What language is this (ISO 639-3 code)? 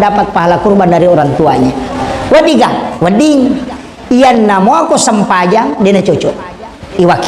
bug